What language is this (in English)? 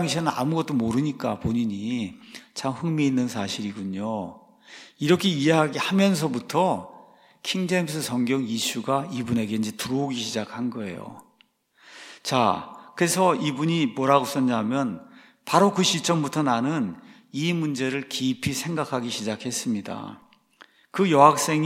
Korean